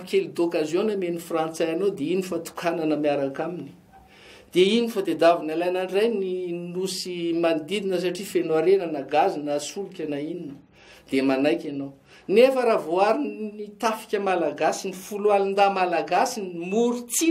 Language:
Malagasy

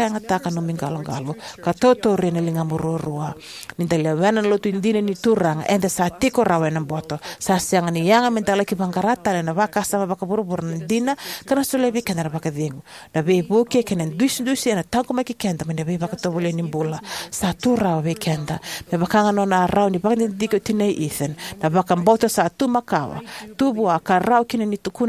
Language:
Fijian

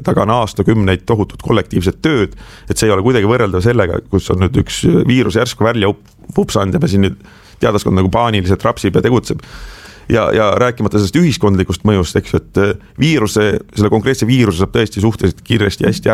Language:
Estonian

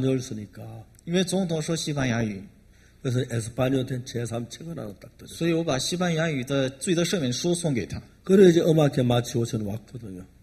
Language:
Korean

